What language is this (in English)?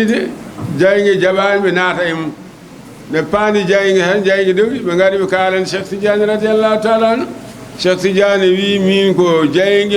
Fula